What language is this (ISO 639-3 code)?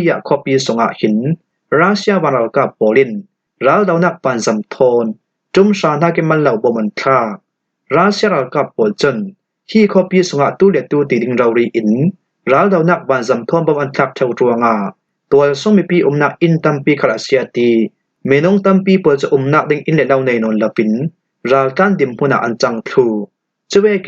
cfm